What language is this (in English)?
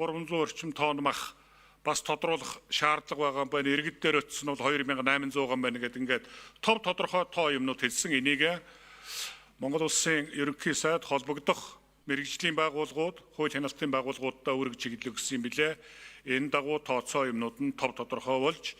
Mongolian